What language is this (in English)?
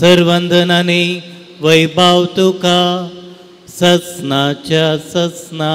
Konkani